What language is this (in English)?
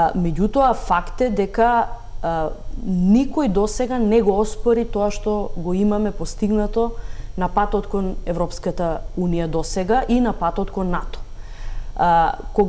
Macedonian